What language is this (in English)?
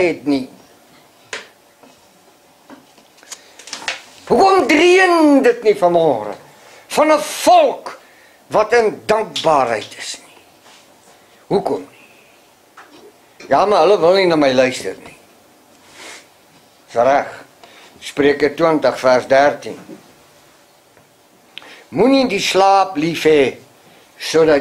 Afrikaans